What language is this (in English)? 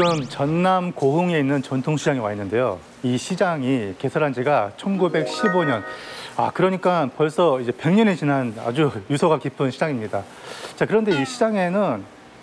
Korean